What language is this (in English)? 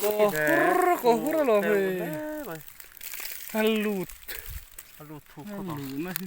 Mizo